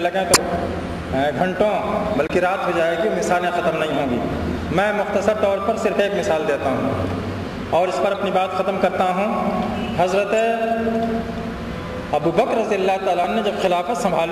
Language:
Urdu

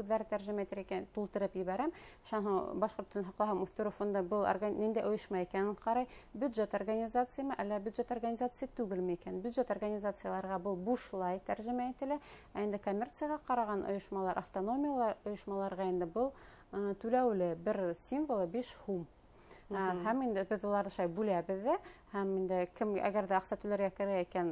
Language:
Bashkir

